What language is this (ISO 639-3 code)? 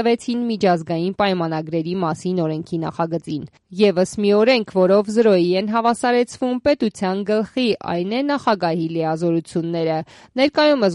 hye